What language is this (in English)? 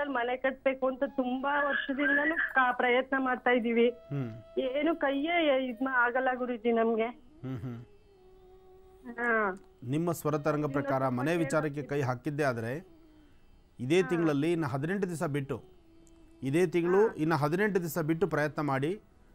Kannada